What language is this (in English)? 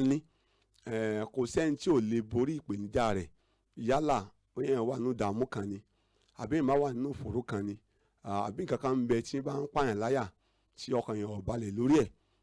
Yoruba